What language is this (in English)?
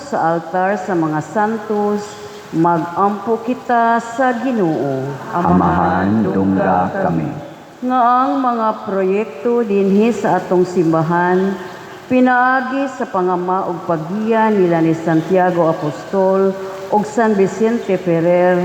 Cebuano